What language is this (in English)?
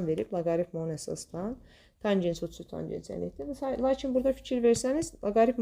Azerbaijani